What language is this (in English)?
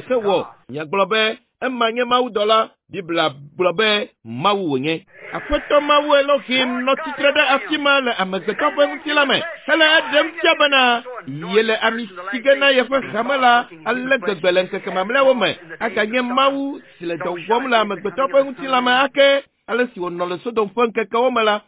Ewe